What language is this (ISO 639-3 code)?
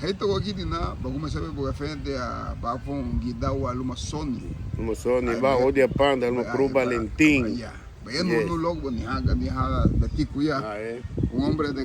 cab